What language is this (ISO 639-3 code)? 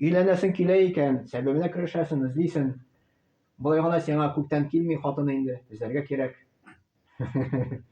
tat